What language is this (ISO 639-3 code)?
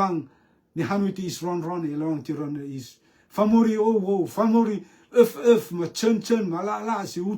rtm